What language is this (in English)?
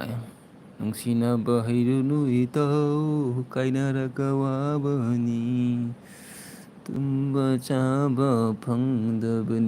Manipuri